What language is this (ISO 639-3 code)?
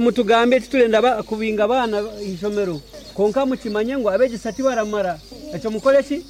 nyn